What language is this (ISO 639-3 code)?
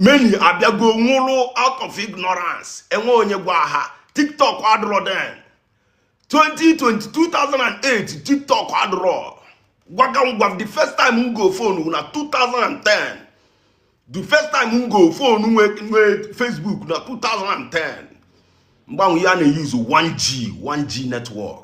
ibo